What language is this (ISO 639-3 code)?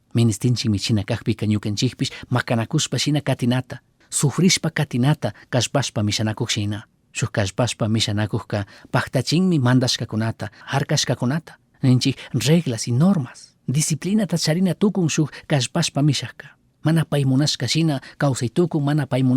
qug